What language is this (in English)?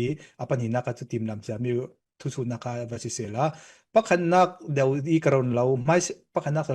Falam Chin